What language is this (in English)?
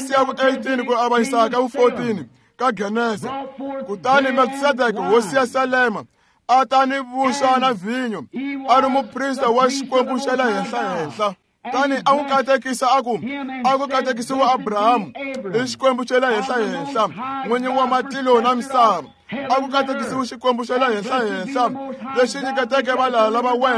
Tsonga